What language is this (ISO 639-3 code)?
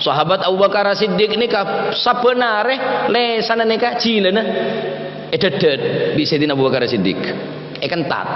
mad